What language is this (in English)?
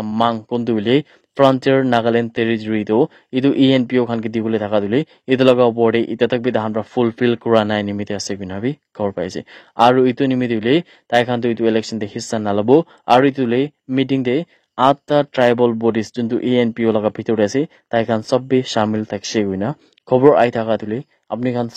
Naga Pidgin